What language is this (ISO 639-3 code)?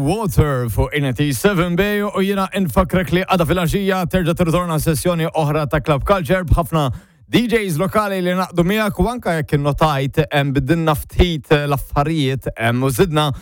mlt